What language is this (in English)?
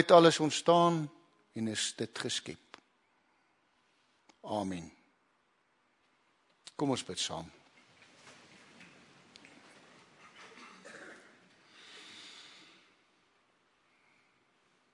Afrikaans